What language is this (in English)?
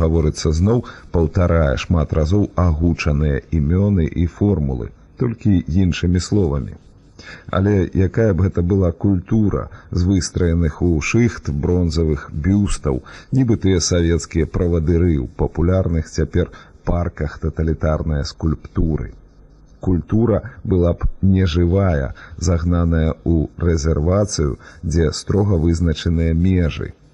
Belarusian